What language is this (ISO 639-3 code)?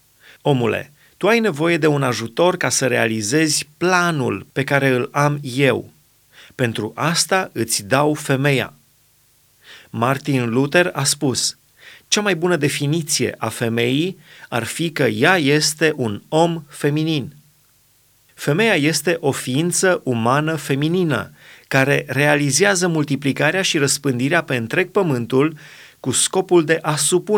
ron